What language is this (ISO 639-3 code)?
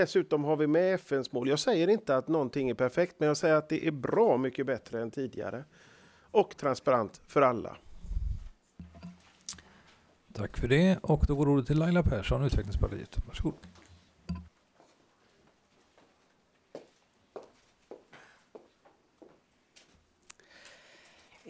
swe